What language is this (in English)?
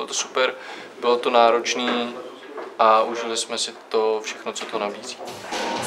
Czech